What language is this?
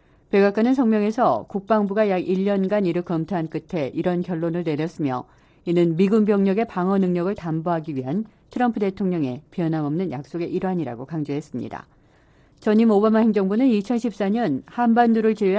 Korean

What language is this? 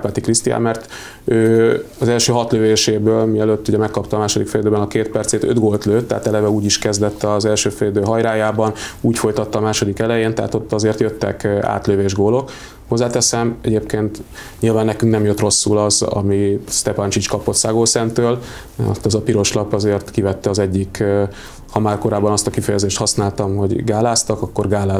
Hungarian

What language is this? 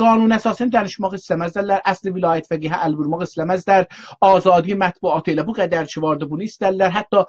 South Azerbaijani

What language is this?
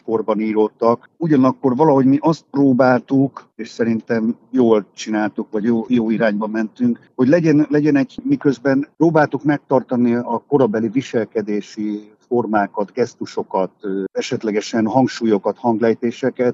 Hungarian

